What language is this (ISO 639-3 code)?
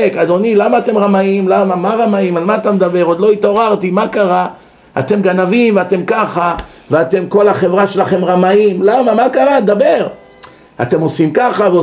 heb